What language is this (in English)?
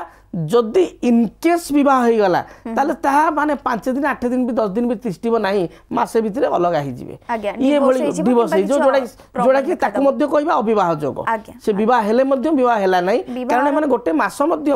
Odia